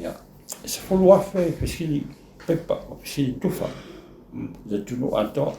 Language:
Samoan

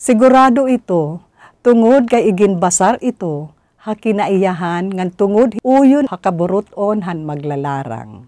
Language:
Waray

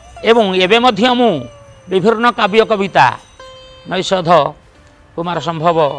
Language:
Odia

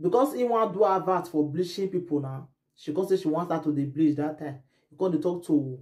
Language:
Nigerian Pidgin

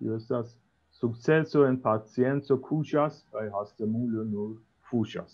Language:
Esperanto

